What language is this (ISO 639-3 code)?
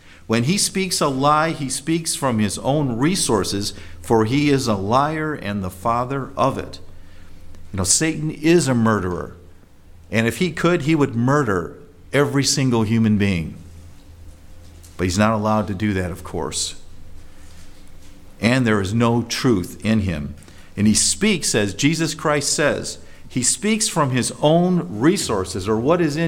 eng